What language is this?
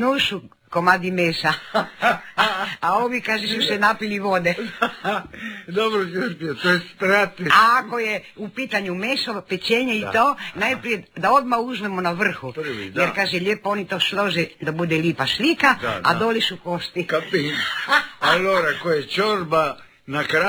Croatian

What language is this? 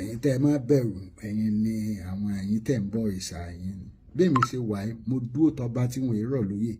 Yoruba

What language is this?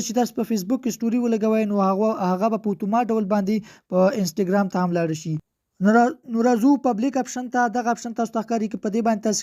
Pashto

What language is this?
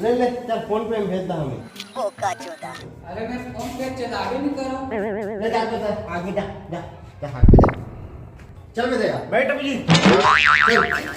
Chhattisgarhi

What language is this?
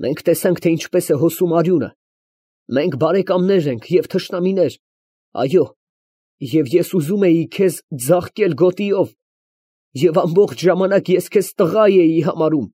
Armenian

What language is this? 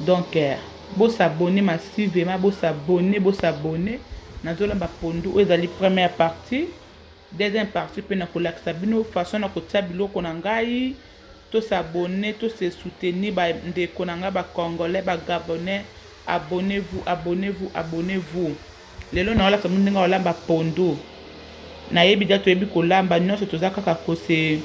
Lingala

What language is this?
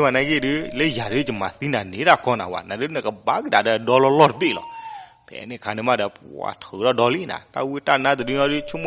S'gaw Karen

